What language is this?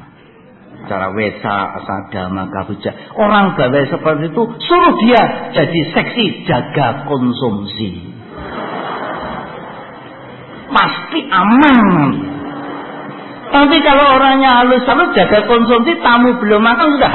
Indonesian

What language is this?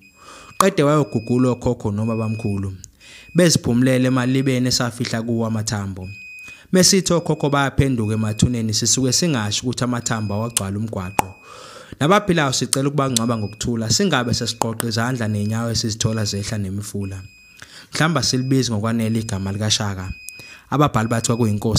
Zulu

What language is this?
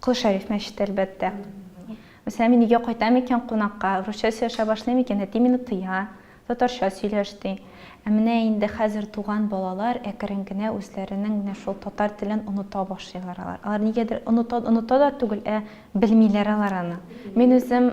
Tatar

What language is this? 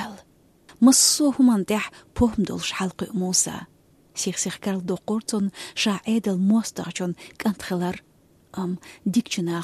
Chechen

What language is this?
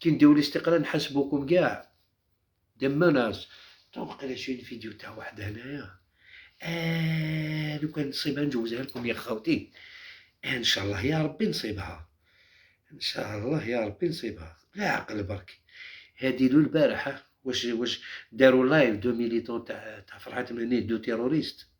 Algerian Arabic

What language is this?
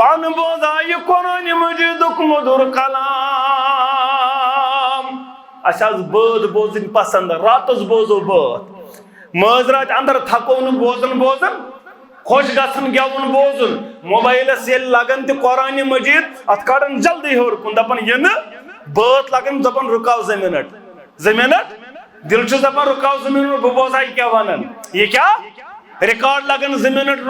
Kashmiri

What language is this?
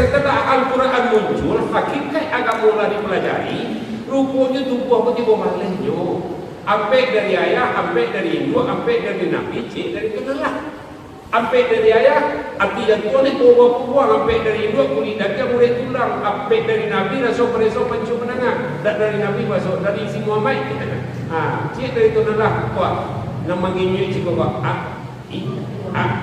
Minangkabau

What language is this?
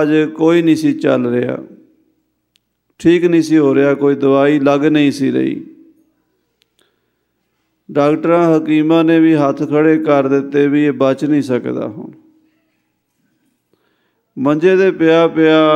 Punjabi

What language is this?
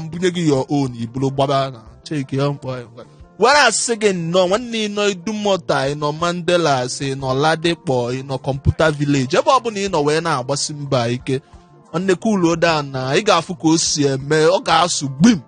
Igbo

